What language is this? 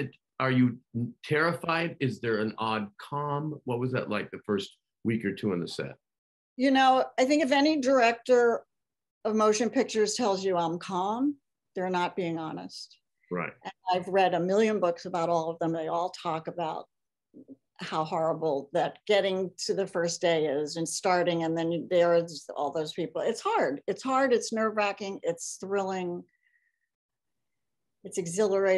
English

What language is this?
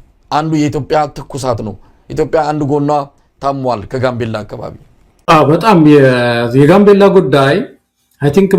Amharic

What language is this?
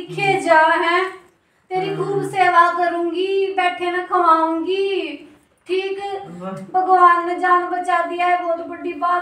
Haryanvi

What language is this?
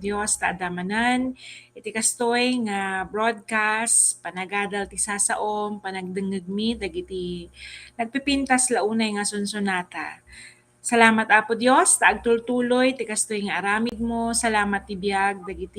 Iloko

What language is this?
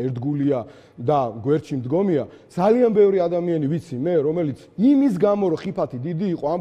Georgian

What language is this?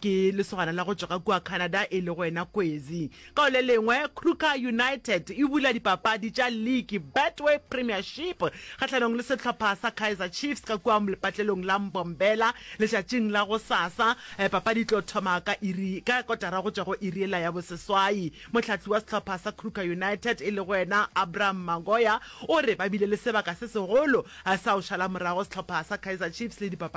Northern Sotho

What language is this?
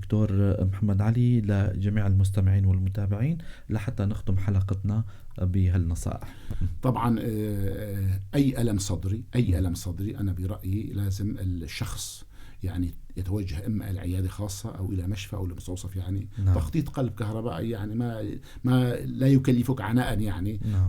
North Levantine Arabic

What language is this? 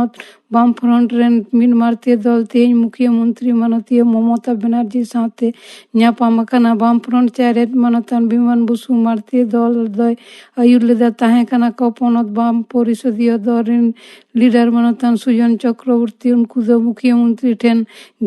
Santali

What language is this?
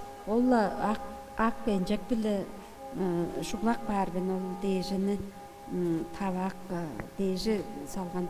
Tuvinian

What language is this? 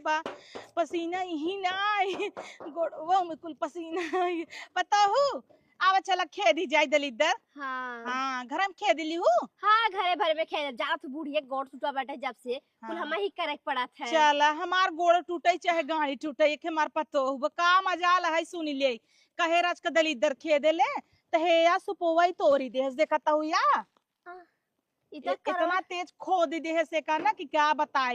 Awadhi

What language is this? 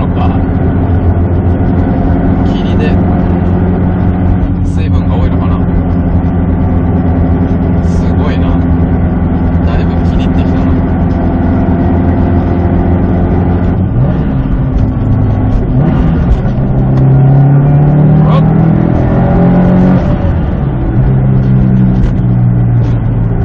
Japanese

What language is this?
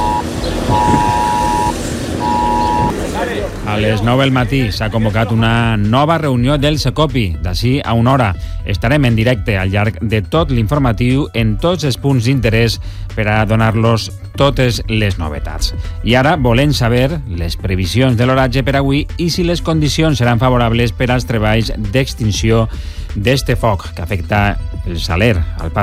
Catalan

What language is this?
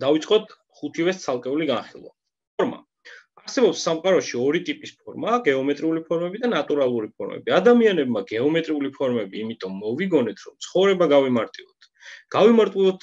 Georgian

